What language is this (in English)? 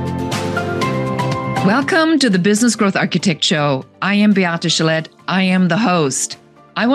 English